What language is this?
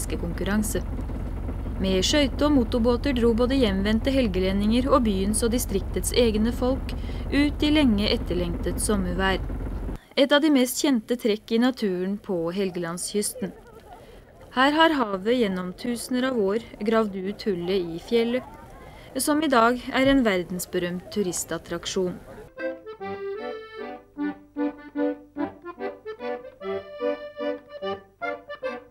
Norwegian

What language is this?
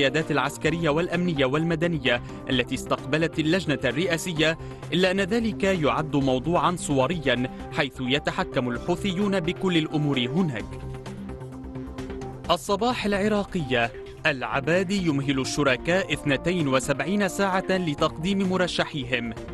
Arabic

